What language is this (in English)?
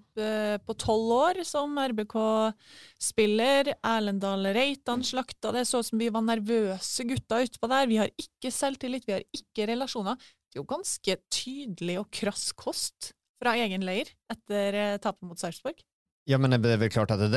Norwegian